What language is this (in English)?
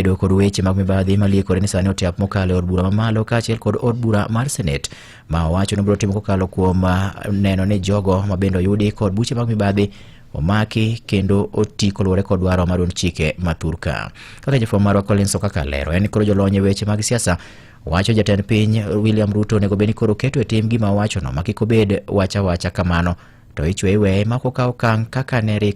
Luo (Kenya and Tanzania)